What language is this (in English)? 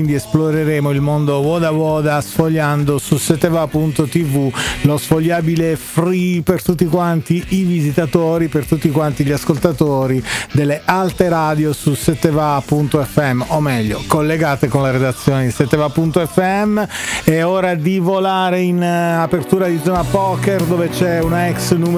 Italian